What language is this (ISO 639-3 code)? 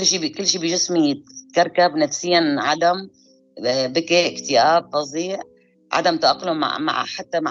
apc